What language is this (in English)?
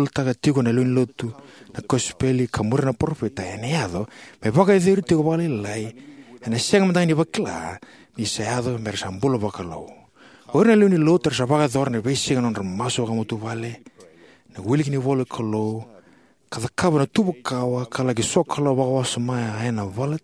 Fijian